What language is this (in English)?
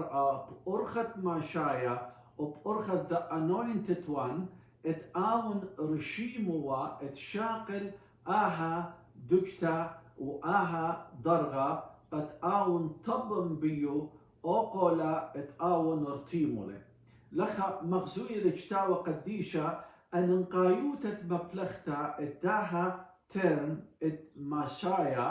Assyrian Neo-Aramaic